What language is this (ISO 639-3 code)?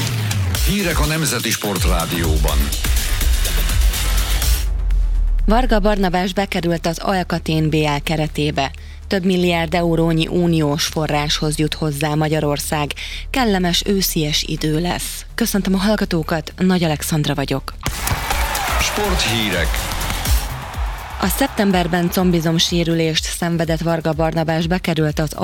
hun